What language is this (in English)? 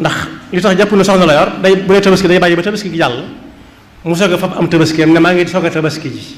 Wolof